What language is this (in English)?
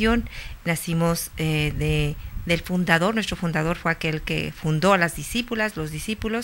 Spanish